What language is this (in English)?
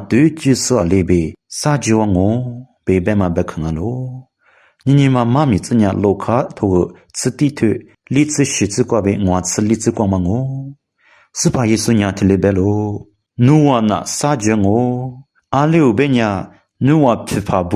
Lisu